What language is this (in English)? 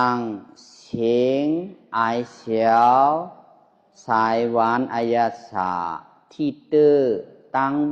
Shan